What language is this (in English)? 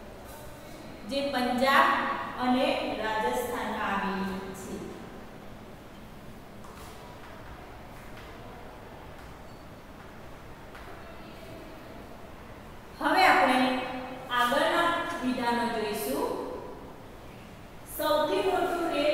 Gujarati